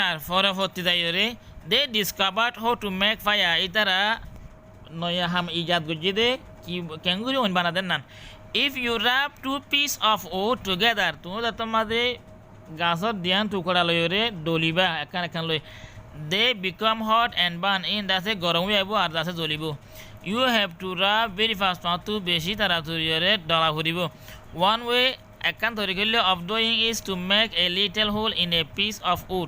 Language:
Rohingya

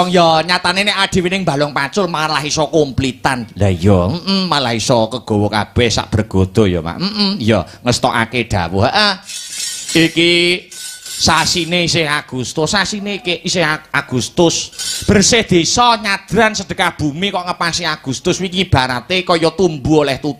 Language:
Javanese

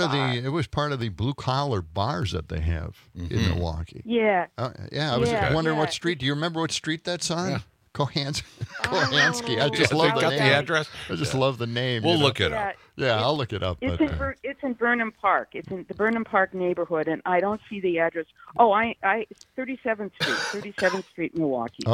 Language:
English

